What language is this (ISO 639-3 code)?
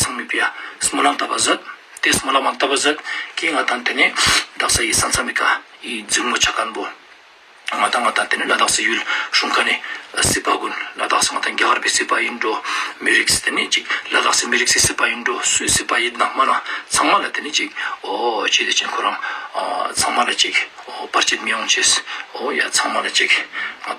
lbj